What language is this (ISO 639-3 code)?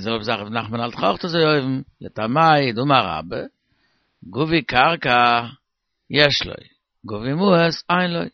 yid